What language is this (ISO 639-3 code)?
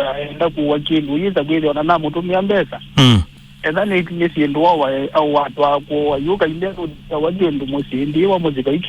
kam